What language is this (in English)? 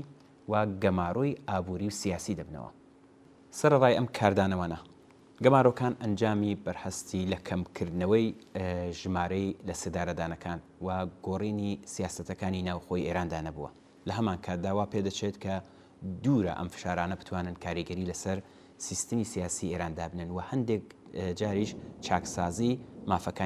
Central Kurdish